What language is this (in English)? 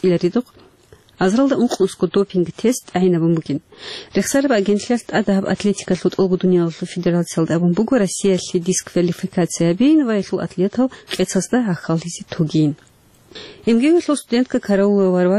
Avaric